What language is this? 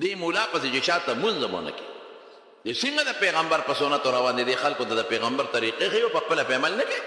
Pashto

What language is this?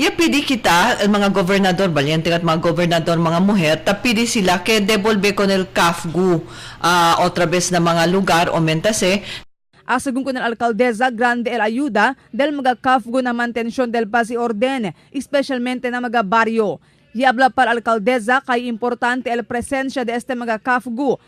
Chavacano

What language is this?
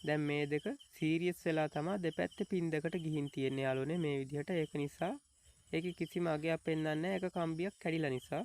Sinhala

